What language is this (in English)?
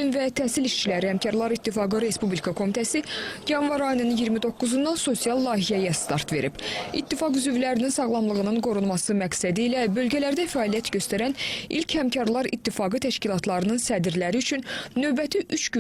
Azerbaijani